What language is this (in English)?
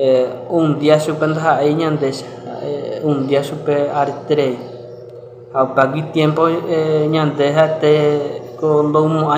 Guarani